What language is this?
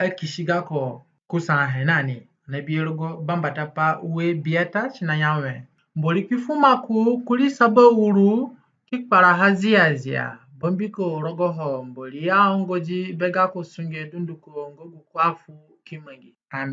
Zande (individual language)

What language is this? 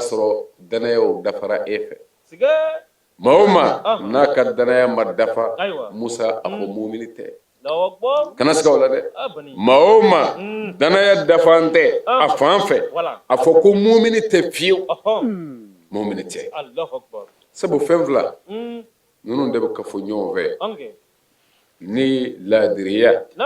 Bambara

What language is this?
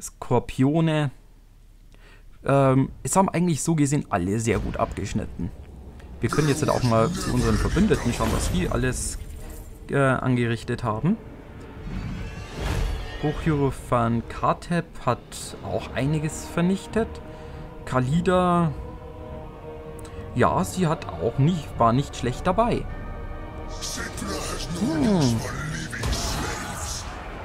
German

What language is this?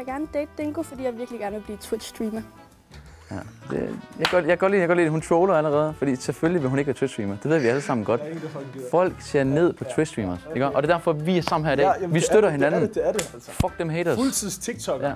Danish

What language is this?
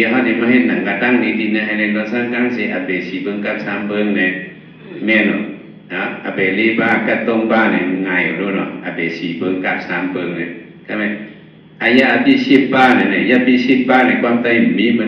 Shan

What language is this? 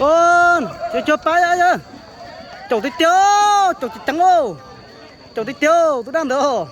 Hmong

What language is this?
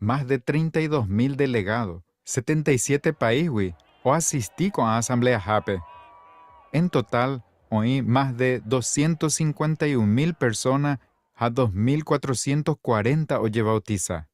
Guarani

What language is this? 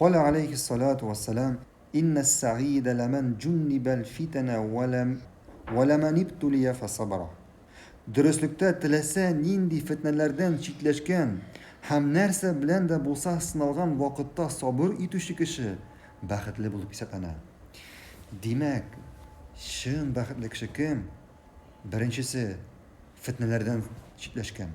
Tatar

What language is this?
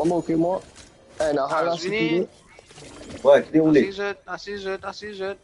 Morisyen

